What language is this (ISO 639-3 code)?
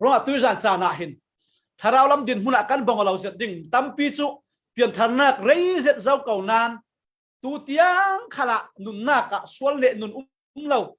cfm